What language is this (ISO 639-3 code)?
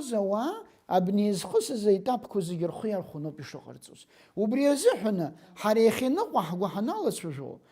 abk